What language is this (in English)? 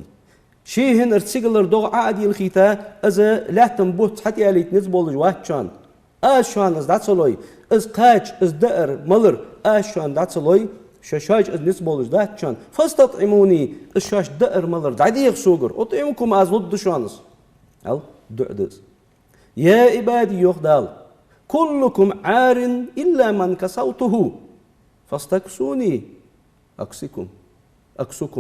Ingush